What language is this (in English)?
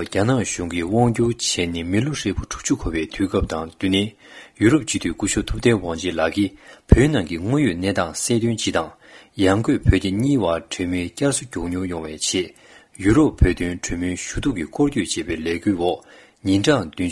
Tibetan